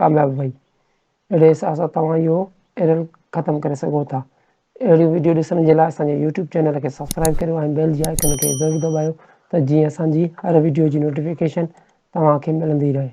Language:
Sindhi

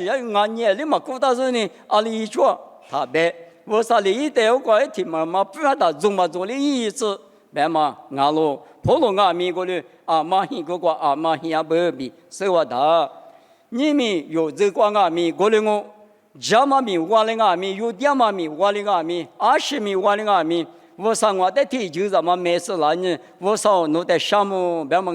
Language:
Lisu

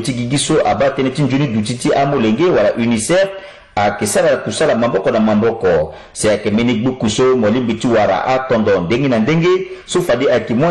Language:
Sango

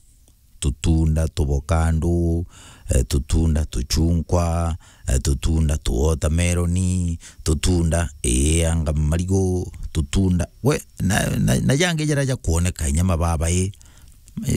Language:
Meru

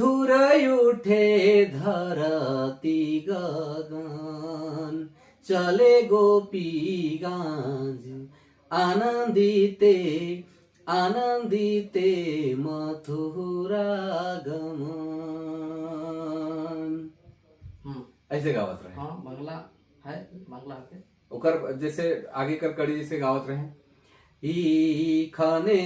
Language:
Sadri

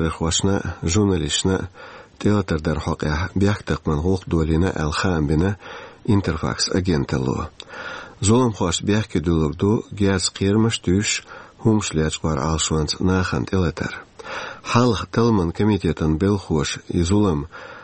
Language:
Chechen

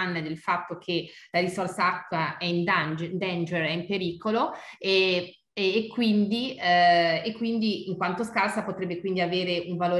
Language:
Italian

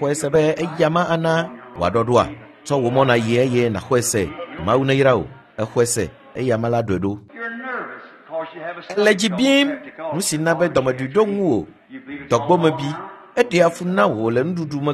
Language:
Ewe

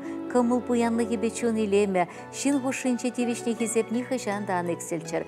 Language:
Chuvash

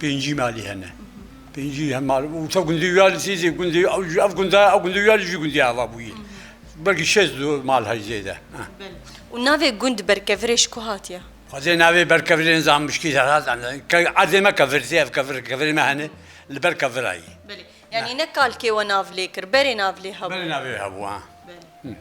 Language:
Kurdish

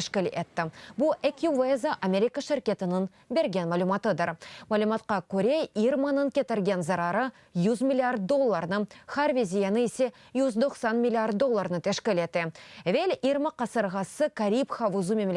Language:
Crimean Tatar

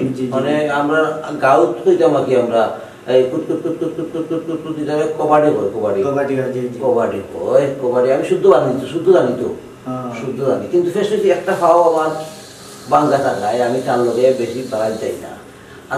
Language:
Sylheti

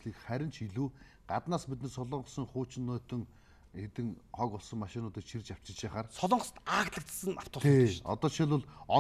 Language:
Mongolian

